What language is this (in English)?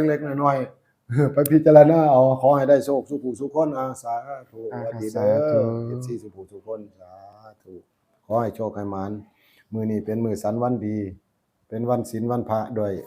Northeastern Thai